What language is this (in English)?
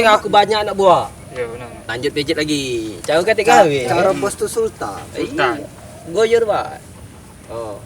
Musi